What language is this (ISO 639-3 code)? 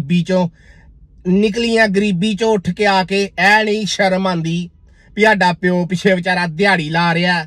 pan